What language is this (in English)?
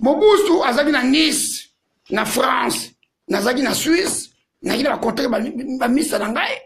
Lingala